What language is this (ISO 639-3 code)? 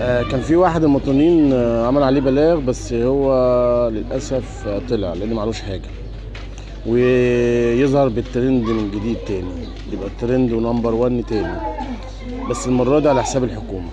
arz